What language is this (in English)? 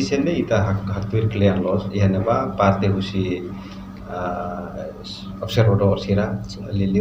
Tetum